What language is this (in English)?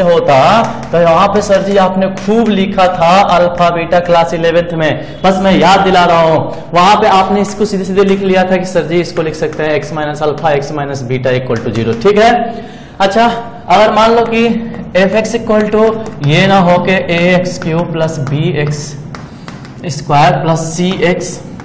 Hindi